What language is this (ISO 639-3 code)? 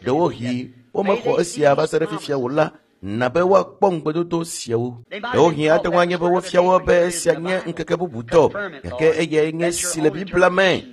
ewe